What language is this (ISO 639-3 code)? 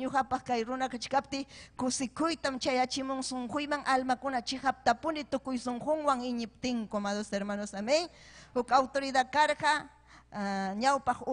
quy